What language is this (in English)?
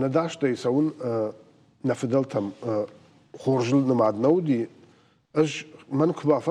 Ossetic